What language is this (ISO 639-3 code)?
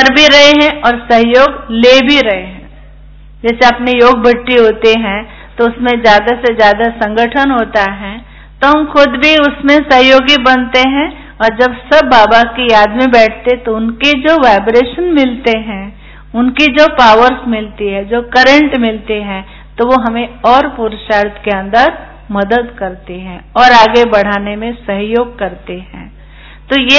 hin